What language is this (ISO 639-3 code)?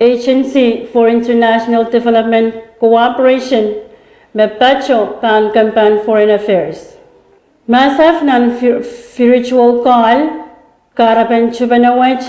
pon